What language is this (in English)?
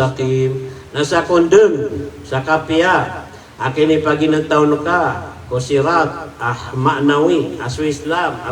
Maranao